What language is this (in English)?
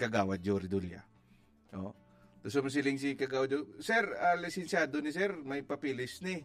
Hiligaynon